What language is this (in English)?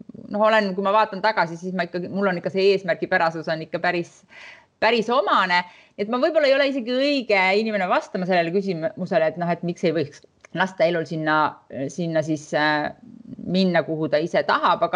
Estonian